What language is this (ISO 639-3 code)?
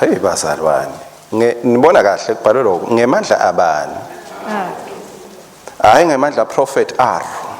ssw